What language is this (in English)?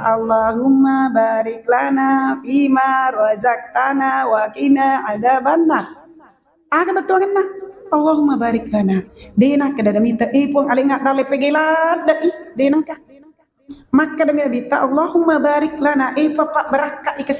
Buginese